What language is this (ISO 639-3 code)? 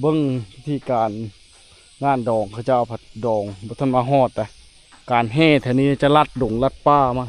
lao